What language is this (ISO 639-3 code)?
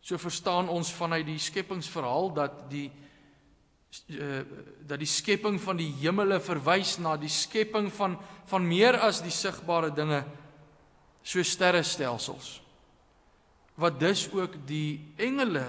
afr